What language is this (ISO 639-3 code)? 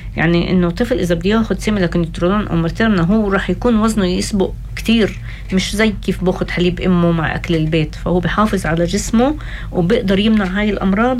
apc